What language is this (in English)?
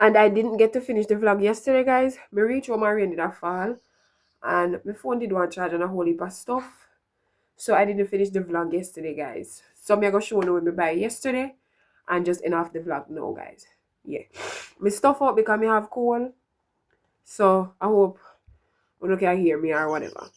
Jamaican Creole English